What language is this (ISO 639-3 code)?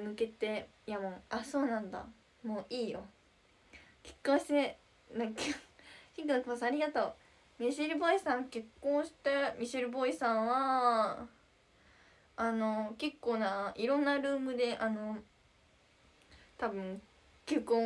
jpn